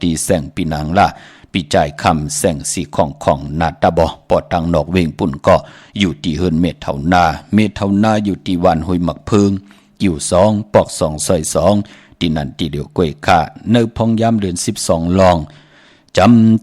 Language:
Shan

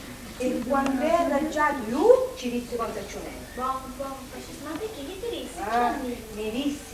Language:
Sicilian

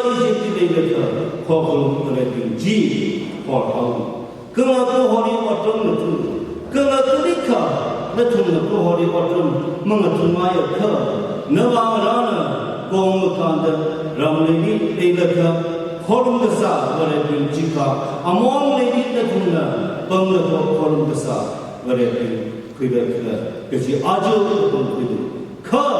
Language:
Tangkhul Naga (India)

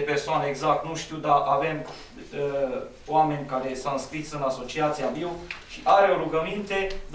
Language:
Romanian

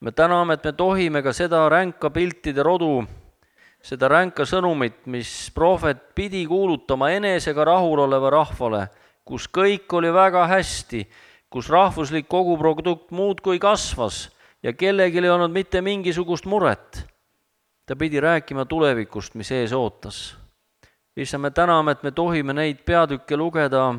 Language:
Estonian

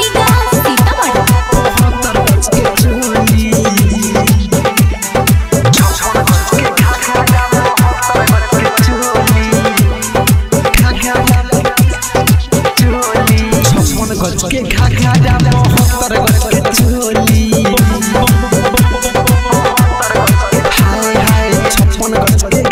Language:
Bhojpuri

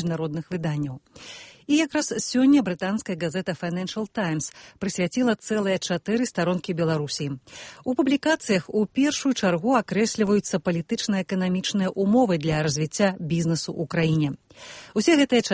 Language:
Belarusian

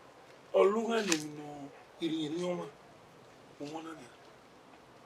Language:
Bini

